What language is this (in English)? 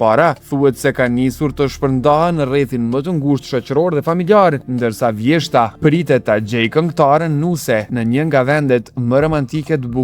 Albanian